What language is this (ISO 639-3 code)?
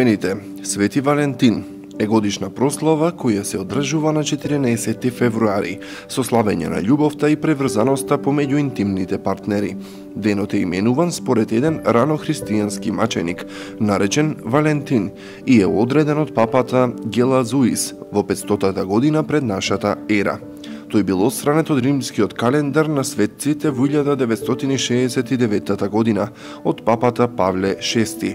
mkd